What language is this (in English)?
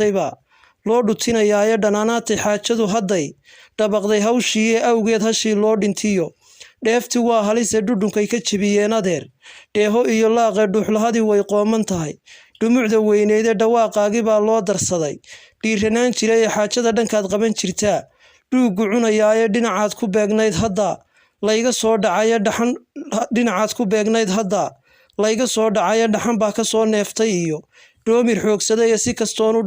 Somali